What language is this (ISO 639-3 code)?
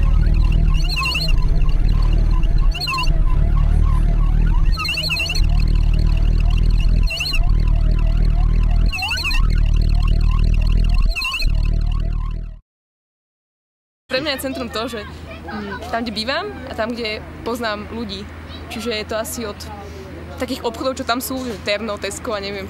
slk